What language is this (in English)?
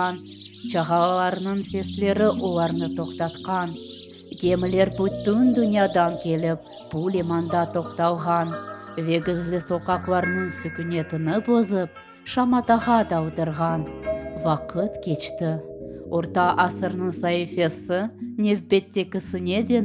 Crimean Tatar